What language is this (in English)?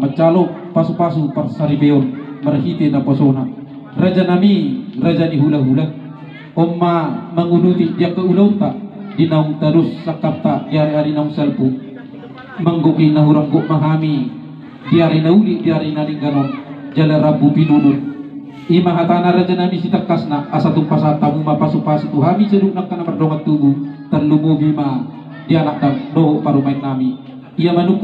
Batak Toba